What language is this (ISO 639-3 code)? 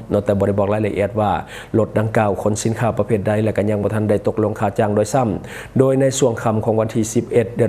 lao